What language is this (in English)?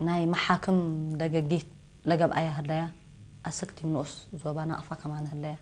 Tigre